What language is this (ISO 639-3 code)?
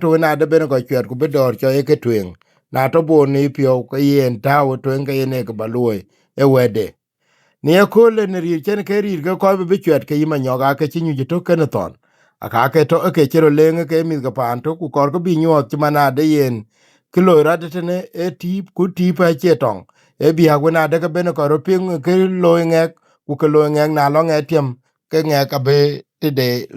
din